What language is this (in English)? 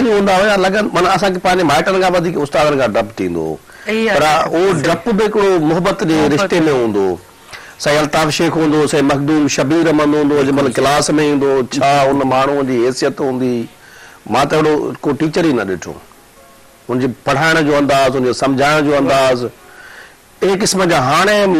Sindhi